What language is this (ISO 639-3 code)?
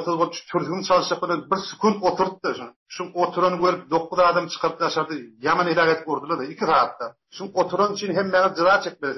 tuk